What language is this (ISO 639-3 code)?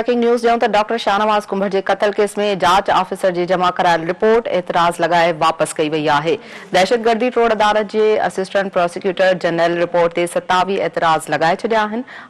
snd